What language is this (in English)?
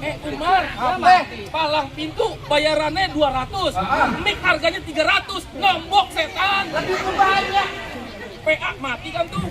Betawi